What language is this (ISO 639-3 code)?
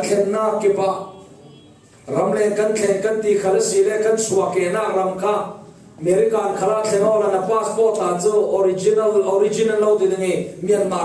cfm